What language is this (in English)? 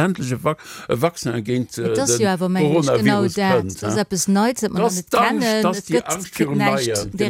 Luxembourgish